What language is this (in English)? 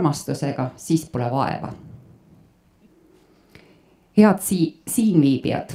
Estonian